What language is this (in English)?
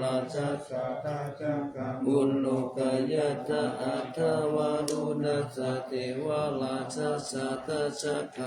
Pali